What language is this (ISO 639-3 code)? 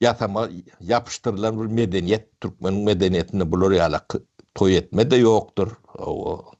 tuk